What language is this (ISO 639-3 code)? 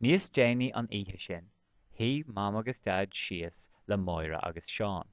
gle